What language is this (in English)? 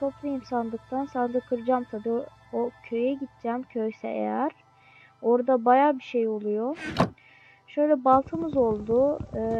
Turkish